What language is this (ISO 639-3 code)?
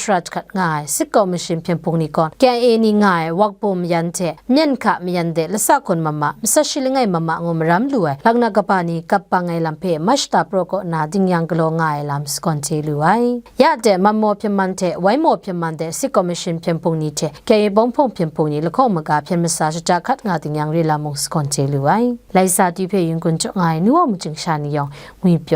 kac